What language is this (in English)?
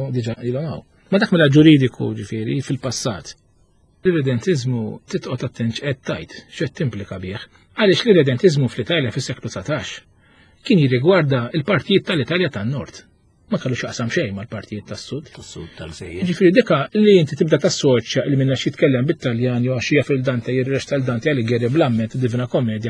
Maltese